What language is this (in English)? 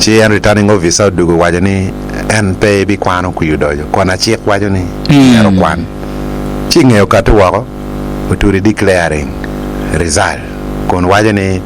Acoli